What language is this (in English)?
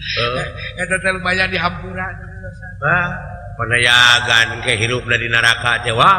Sundanese